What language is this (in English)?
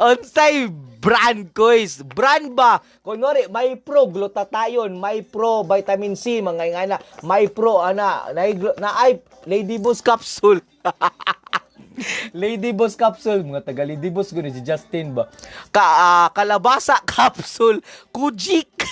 Cebuano